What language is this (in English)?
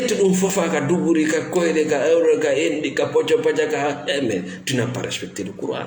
Fula